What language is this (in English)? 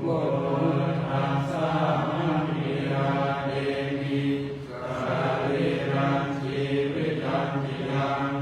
Pali